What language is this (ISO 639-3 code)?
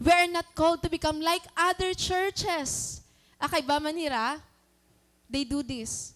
war